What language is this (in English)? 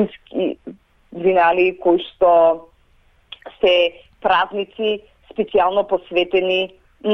Macedonian